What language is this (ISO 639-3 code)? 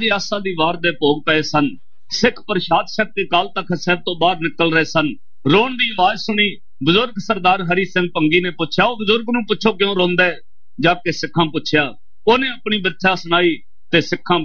pan